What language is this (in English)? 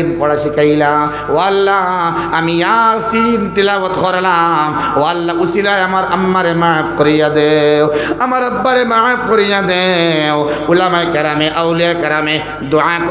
Sylheti